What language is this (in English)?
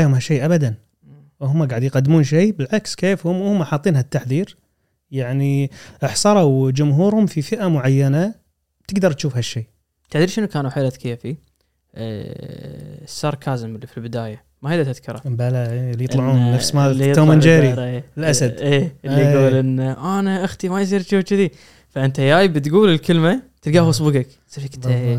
Gulf Arabic